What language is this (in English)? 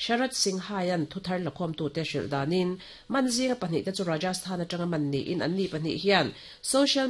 Mizo